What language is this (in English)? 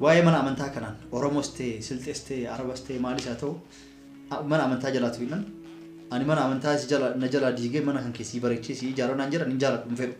Oromo